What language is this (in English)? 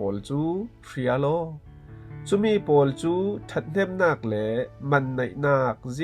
Falam Chin